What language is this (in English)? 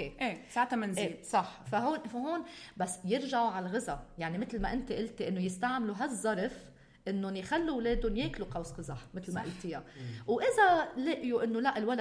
North Levantine Arabic